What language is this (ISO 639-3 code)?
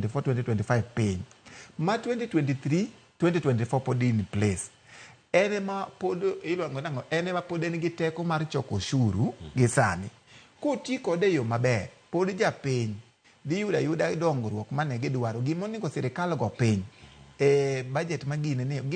luo